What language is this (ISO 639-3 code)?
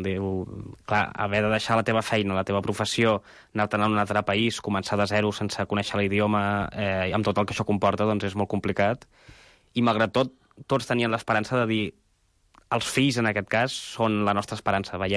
cat